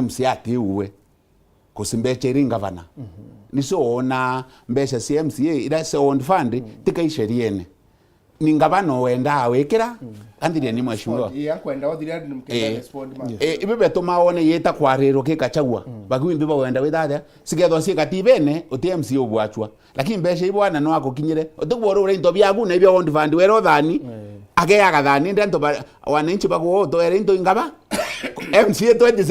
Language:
Meru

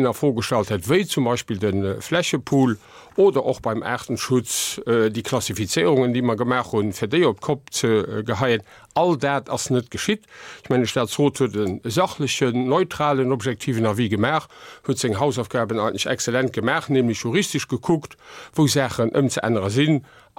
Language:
Luxembourgish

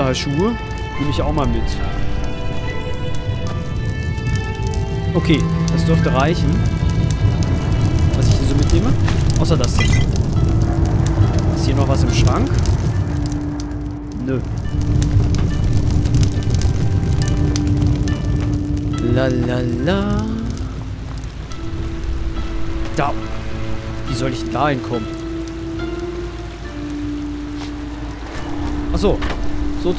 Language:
German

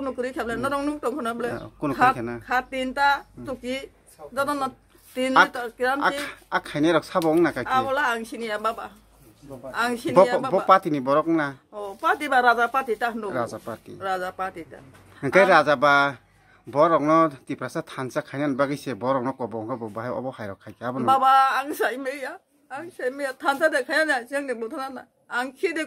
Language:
Kok Borok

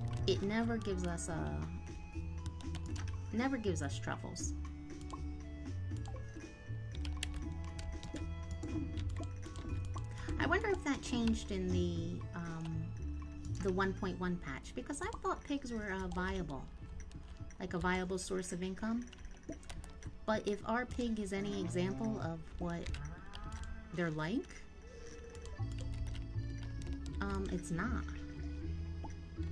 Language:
English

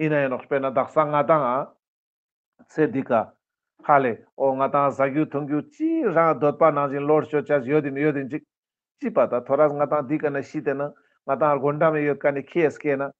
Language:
Ladakhi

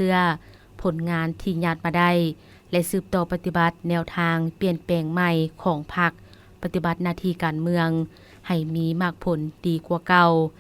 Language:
Lao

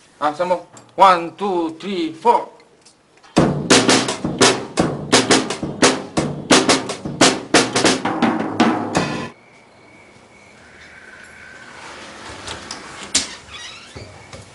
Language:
Malay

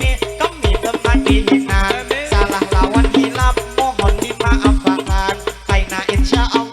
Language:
Banjar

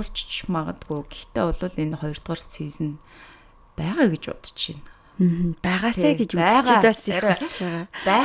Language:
Mongolian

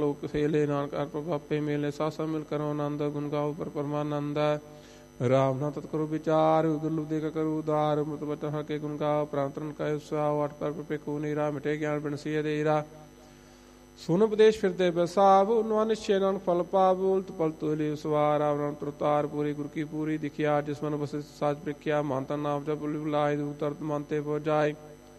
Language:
Punjabi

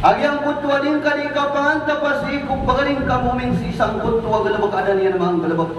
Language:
Maranao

